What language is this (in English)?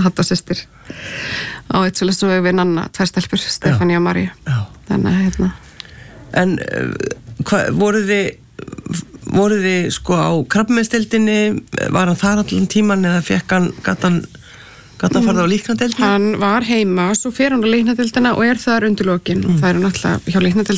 Icelandic